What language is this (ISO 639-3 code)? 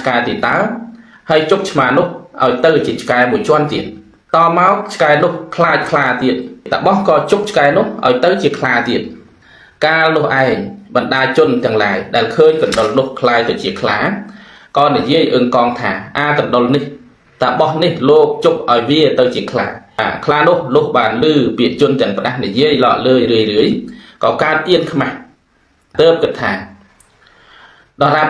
khm